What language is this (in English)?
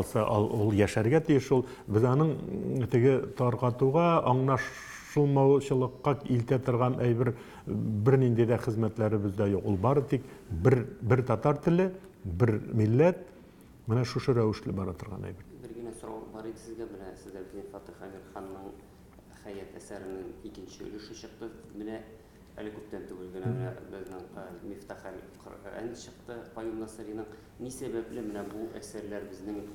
Tatar